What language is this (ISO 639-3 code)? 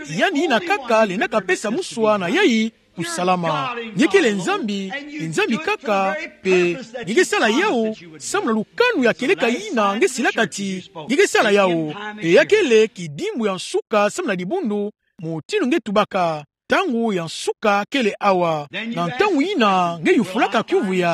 ktu